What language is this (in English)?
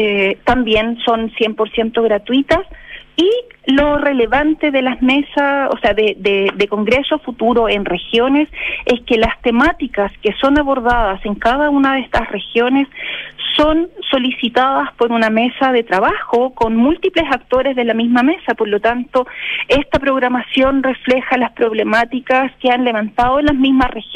Spanish